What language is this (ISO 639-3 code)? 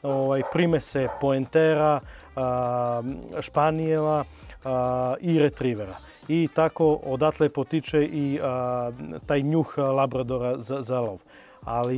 srp